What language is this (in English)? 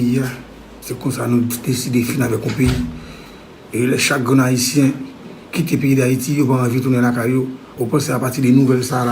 Haitian Creole